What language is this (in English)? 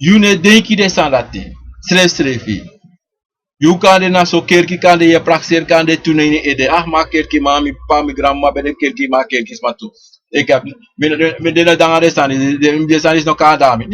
Sranan Tongo